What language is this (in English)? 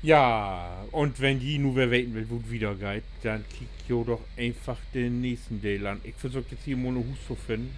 Low German